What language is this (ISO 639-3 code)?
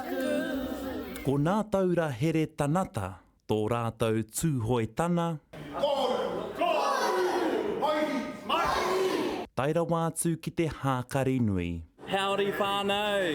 mri